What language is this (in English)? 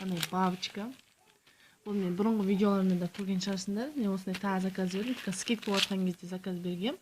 Kazakh